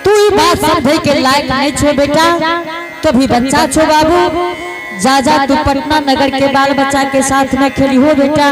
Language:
Angika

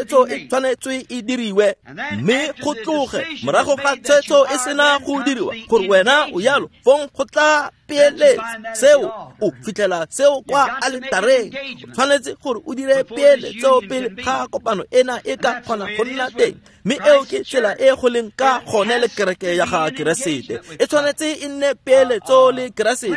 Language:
Tswana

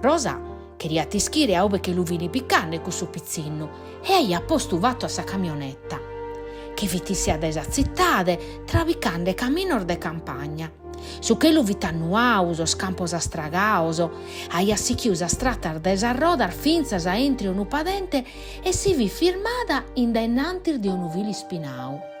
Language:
Sardinian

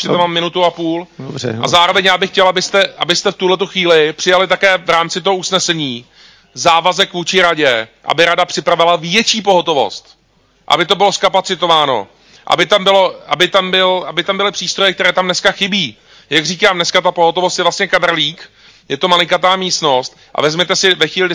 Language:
Czech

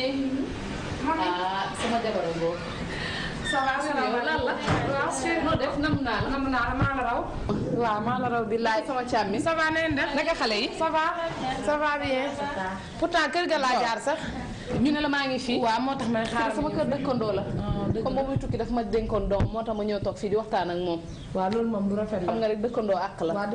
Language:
Wolof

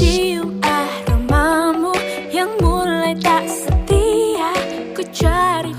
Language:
Indonesian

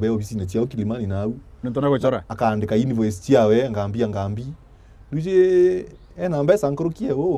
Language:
Meru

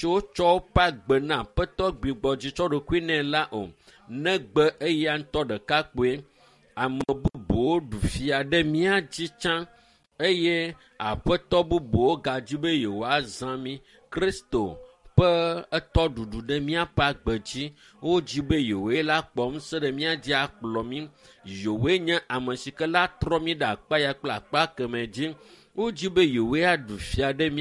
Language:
Ewe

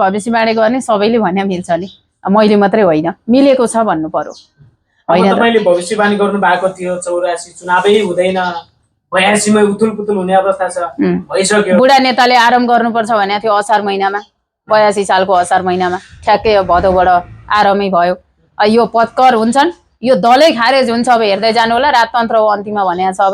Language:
Nepali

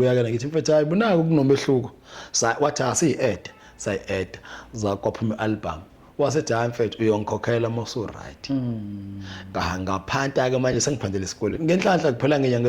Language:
Zulu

